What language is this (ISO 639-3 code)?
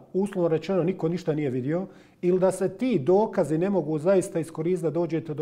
bos